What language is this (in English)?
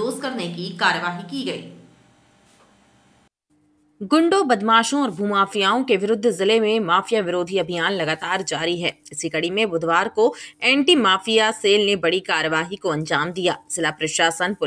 Hindi